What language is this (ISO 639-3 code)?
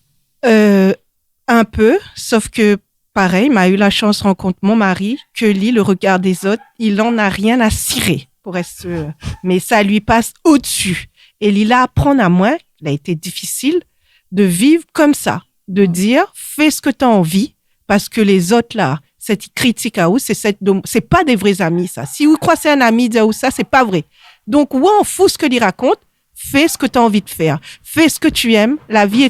rcf